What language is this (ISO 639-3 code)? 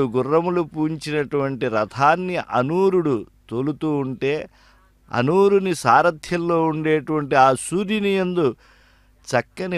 tel